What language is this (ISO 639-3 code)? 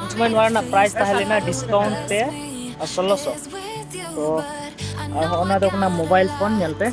sat